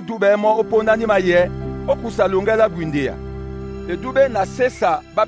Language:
Duala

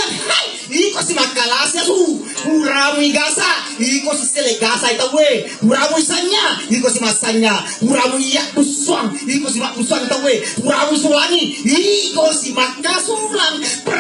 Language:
Buginese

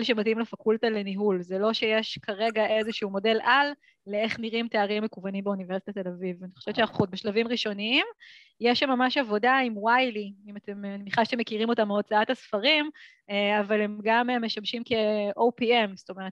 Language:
Hebrew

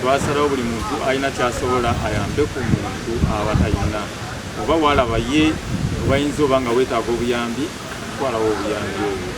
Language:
Ganda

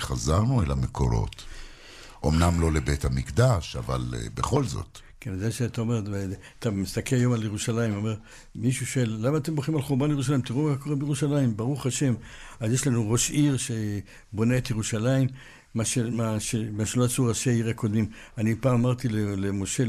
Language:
Hebrew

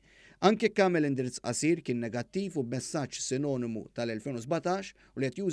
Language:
Maltese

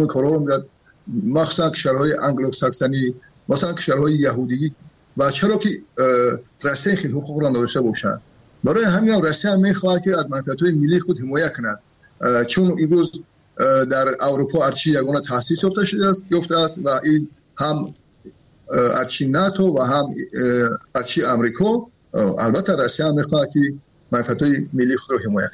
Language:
Persian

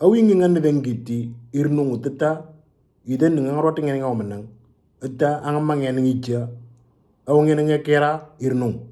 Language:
Moro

